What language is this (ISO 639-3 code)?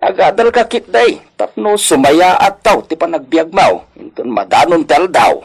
ilo